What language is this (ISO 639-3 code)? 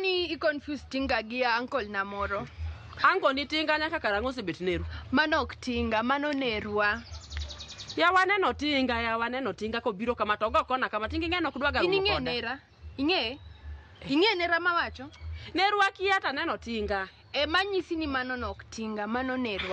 luo